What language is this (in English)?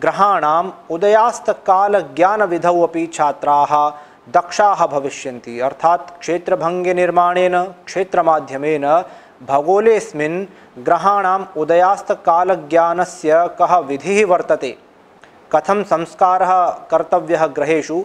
Sanskrit